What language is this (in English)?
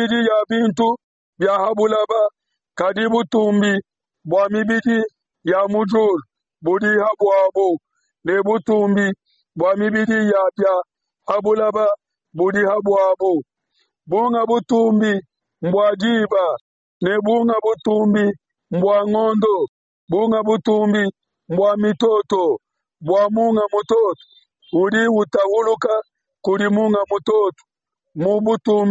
Luba-Lulua